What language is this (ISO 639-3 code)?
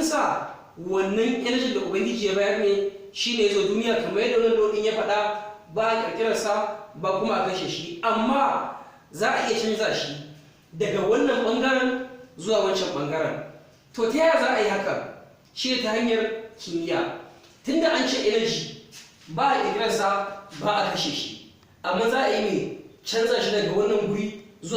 hau